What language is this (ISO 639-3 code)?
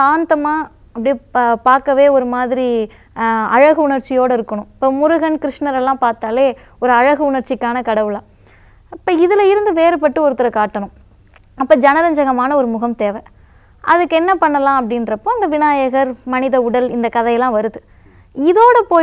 tam